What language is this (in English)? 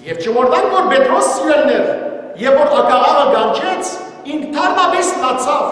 Western Armenian